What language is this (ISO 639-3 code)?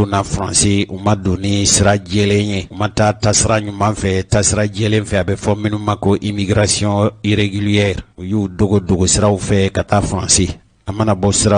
bam